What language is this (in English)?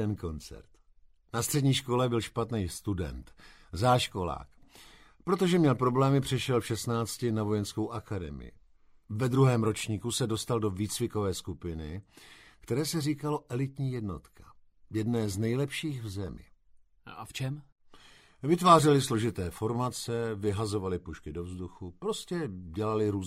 Czech